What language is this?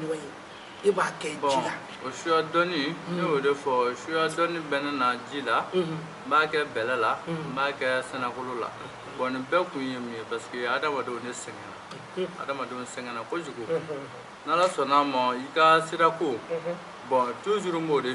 Bambara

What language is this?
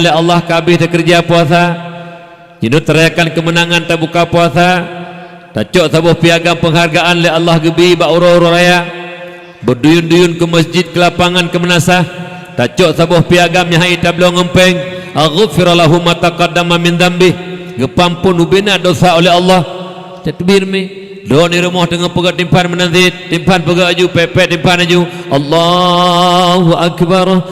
Achinese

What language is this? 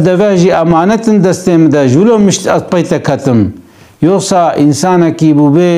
Kurdish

